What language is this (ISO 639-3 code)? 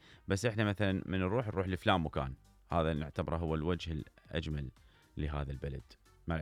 acm